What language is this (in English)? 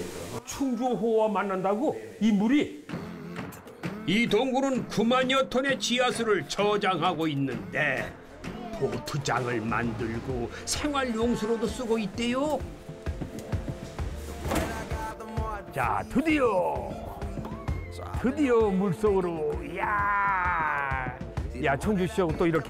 Korean